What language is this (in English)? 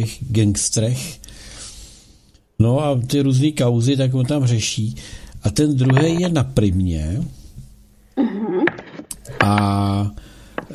Czech